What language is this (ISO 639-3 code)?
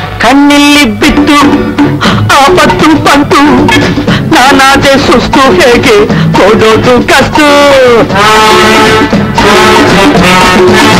kan